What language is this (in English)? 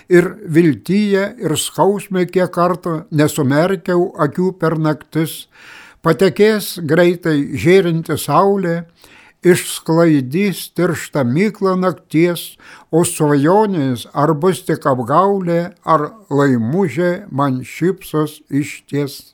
Lithuanian